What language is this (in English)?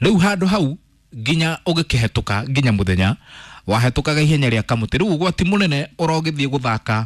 Kikuyu